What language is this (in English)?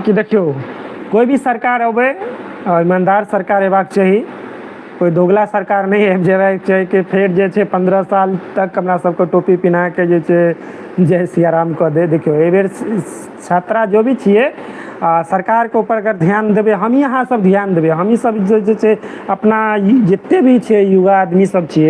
Maithili